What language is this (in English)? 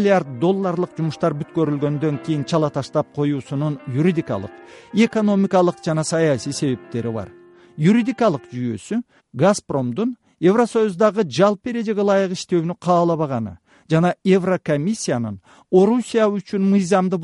Kyrgyz